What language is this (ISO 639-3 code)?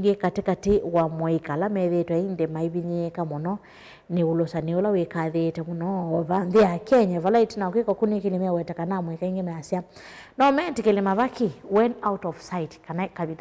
kam